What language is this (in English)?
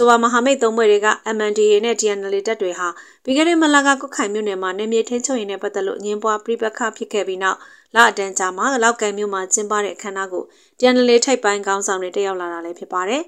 Burmese